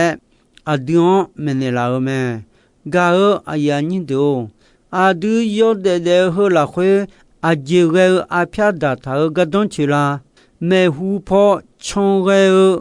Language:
Akha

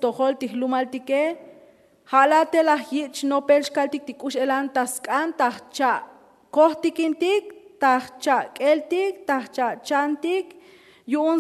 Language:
Tzotzil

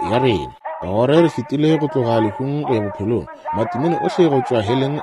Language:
Northern Sotho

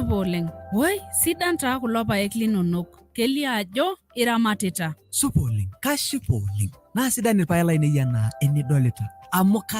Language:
Masai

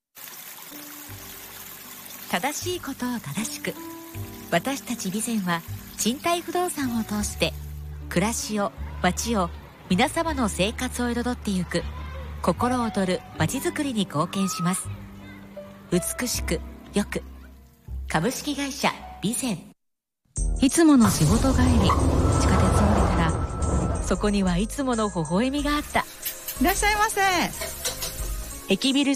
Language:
Japanese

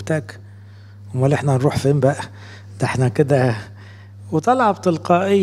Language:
Egyptian Arabic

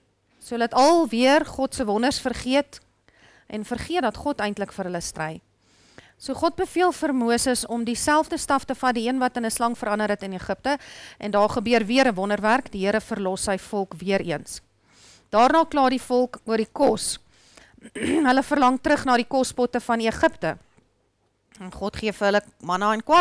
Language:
Afrikaans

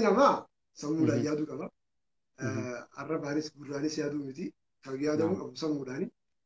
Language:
Oromo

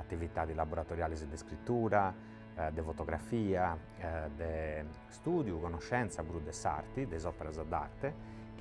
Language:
Sardinian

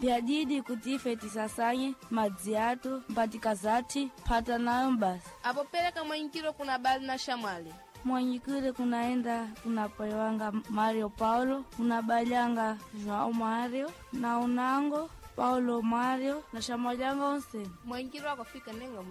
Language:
Sena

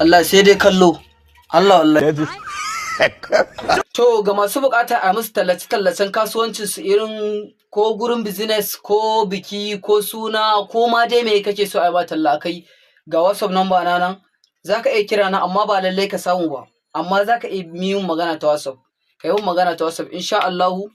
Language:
Hausa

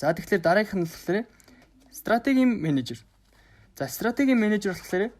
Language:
Mongolian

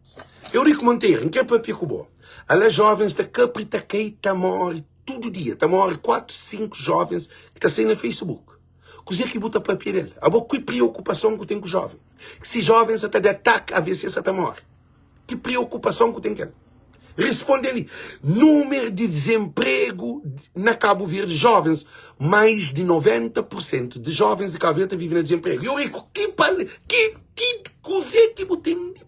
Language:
Kabuverdianu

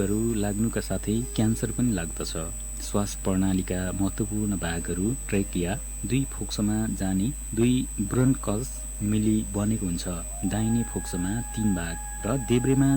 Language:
Nepali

